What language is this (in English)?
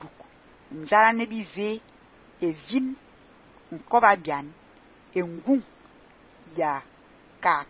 Fang